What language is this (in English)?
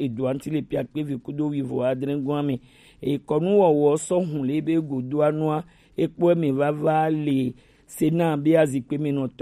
Gen